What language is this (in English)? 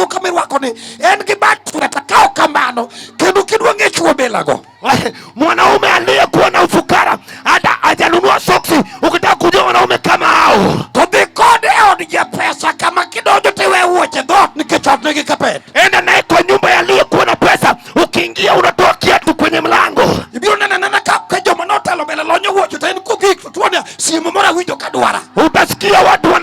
Luo (Kenya and Tanzania)